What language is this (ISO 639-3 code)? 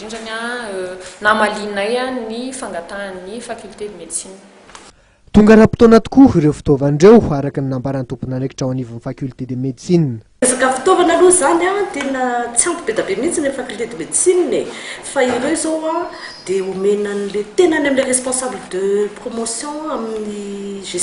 mlg